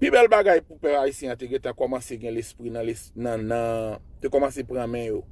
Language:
Haitian Creole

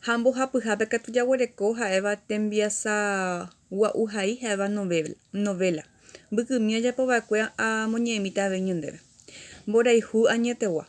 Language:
Guarani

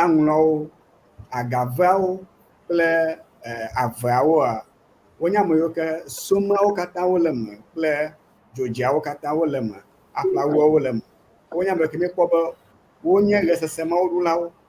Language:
Ewe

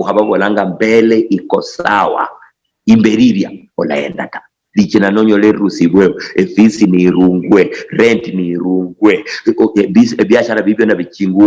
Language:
Luyia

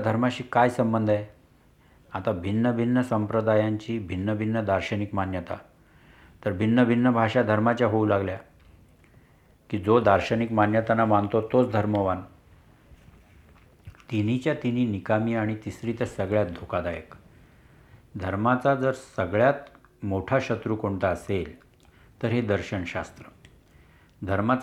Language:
Marathi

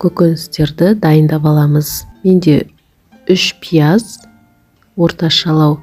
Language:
Kazakh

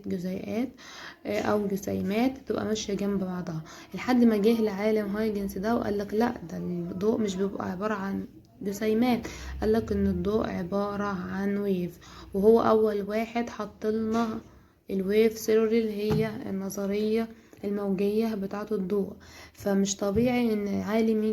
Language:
Egyptian Arabic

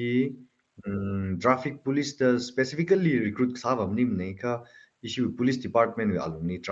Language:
Tangkhul Naga (India)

